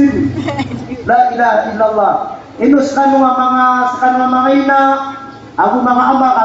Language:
Maranao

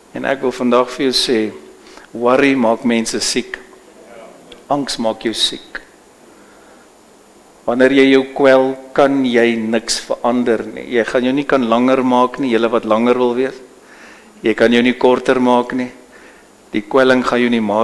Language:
Afrikaans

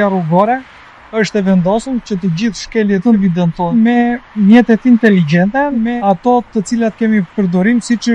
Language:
Albanian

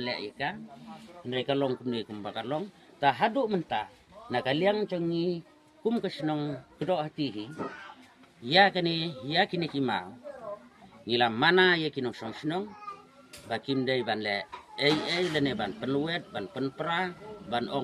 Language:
Khasi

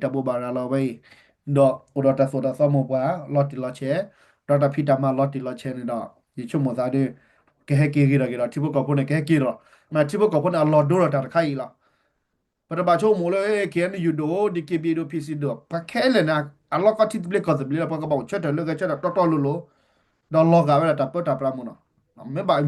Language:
S'gaw Karen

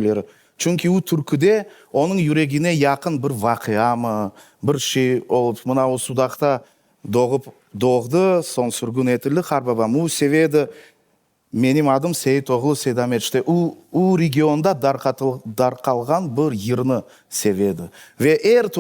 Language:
Crimean Tatar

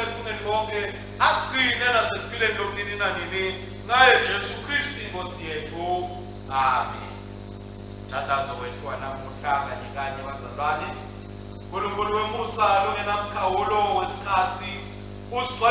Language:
Swati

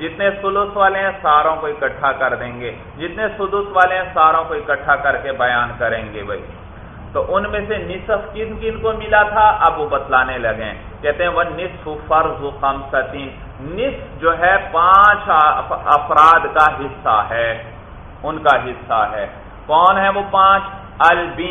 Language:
Urdu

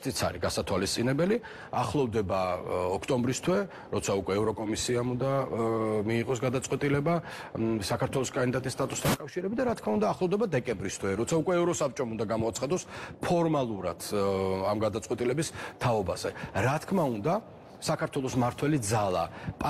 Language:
Georgian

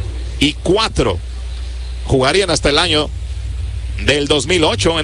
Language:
Spanish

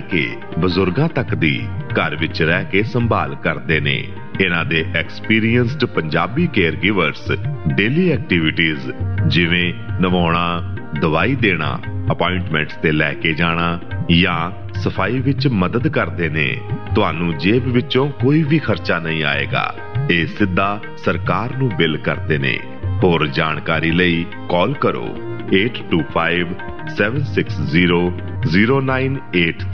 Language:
Punjabi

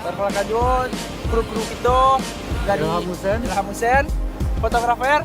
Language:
Minangkabau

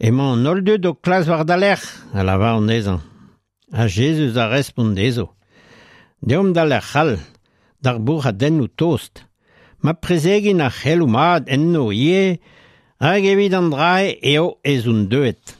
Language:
Breton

